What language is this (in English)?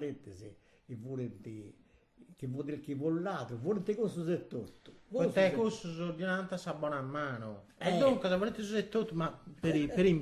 Sardinian